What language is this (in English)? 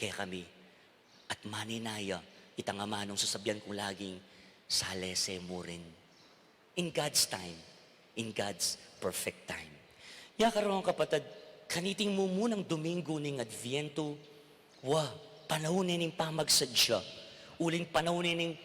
Pampanga